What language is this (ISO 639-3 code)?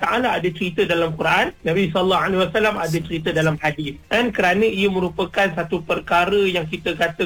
msa